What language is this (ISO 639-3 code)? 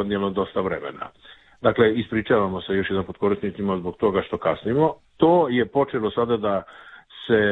hrv